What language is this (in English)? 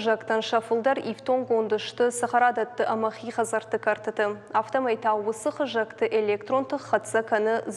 Ossetic